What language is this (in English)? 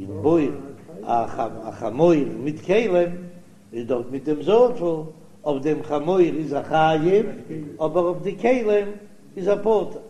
Yiddish